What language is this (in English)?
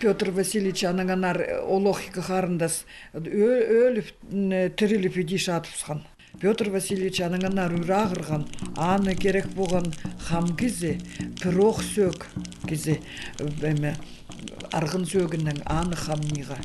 Khakas